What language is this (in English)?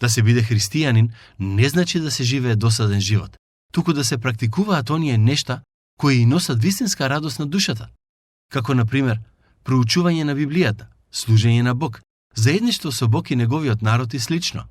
Macedonian